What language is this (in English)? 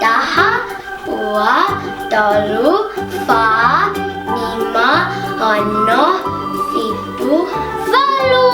Tongan